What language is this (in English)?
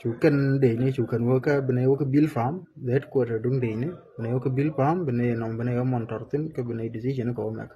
Nuer